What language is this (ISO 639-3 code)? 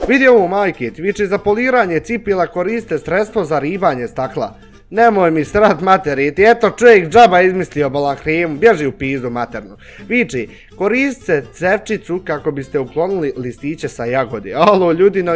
bos